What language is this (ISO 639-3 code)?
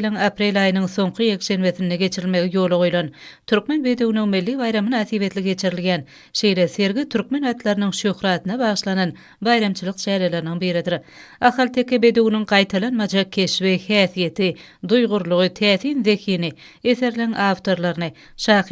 tuk